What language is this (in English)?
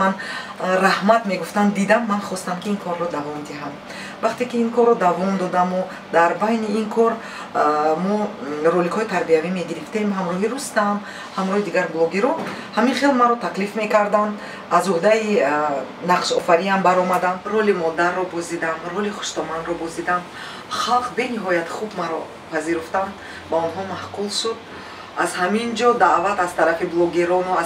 Tajik